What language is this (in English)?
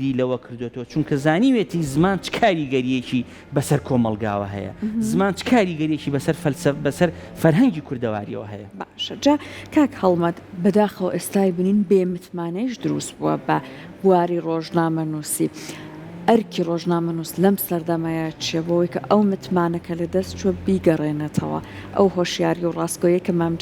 Central Kurdish